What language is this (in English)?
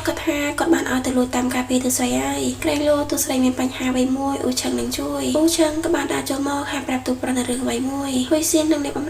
Khmer